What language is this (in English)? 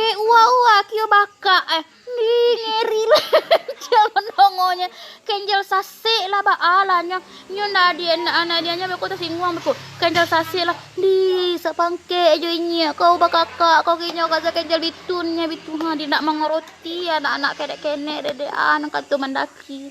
Minangkabau